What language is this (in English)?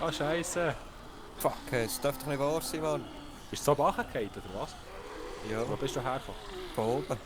Swiss German